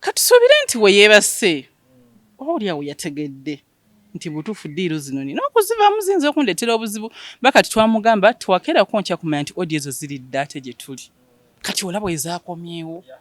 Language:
Ganda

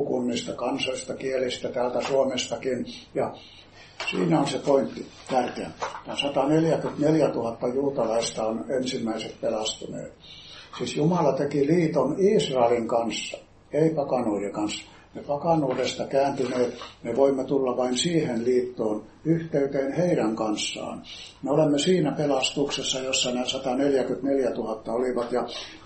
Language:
Finnish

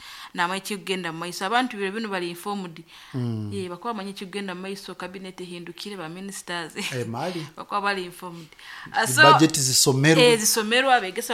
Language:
Nyoro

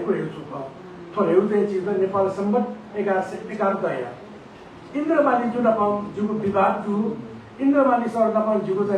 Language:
Newari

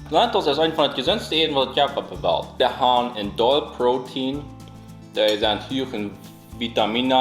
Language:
Plautdietsch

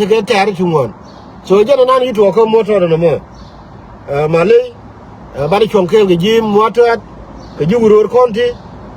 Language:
Nuer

